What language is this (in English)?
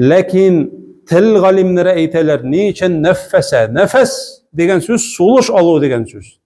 Tatar